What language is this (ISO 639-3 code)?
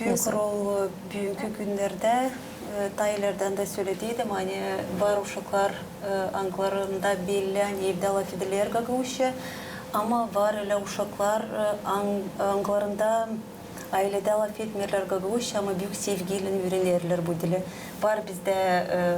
gag